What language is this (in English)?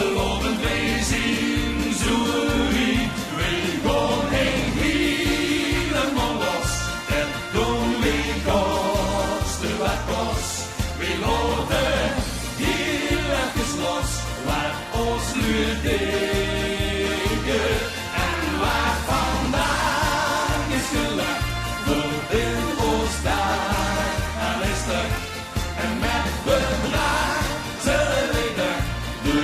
Limburgish